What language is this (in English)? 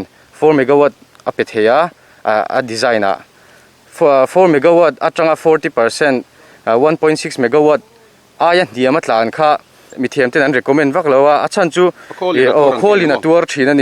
Mizo